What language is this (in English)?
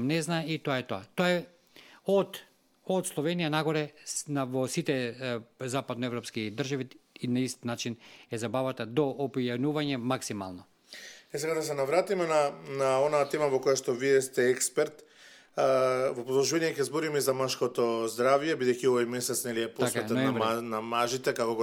Macedonian